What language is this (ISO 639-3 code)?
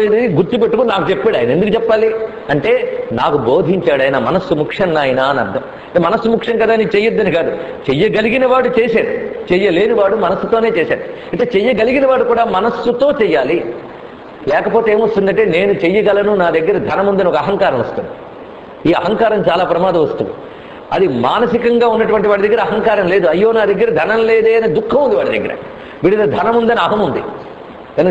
tel